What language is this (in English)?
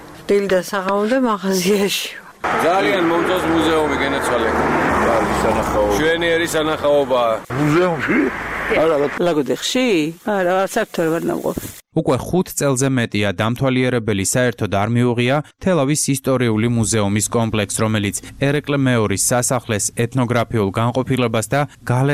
Georgian